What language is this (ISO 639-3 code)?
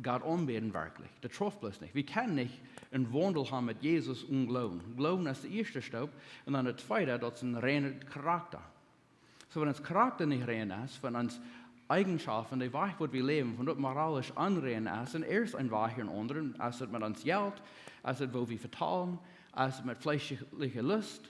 pdt